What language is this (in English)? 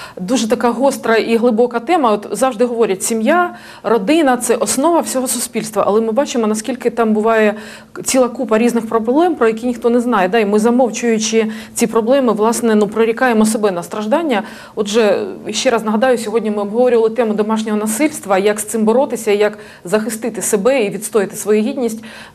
Ukrainian